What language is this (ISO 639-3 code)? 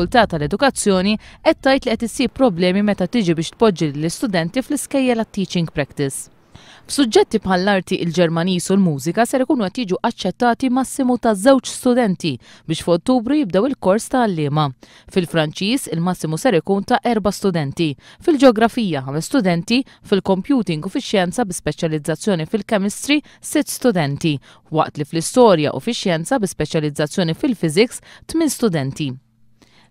mlt